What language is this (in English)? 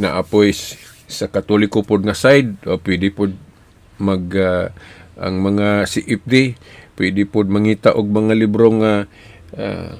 Cebuano